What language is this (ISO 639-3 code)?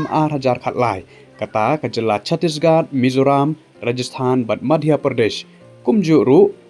kha